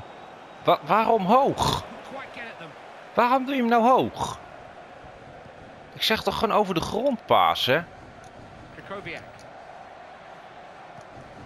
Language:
Dutch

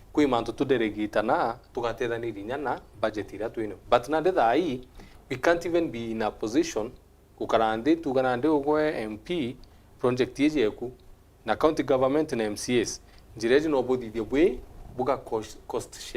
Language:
Meru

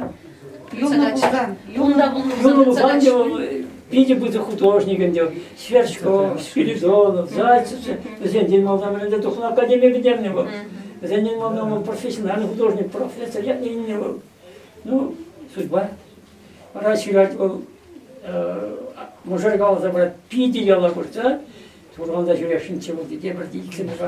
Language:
Chuvash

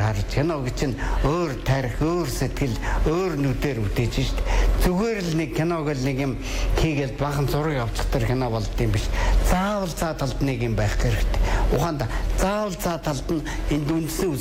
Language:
Mongolian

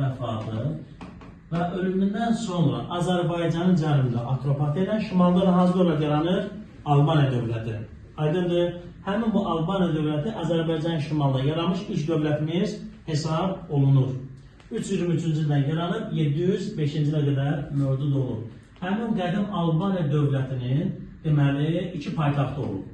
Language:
Azerbaijani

